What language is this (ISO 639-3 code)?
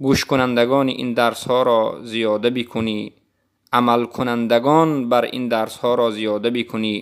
tgk